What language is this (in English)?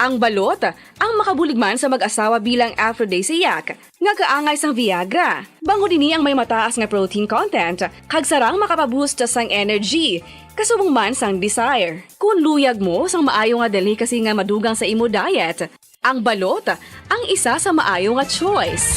Hiligaynon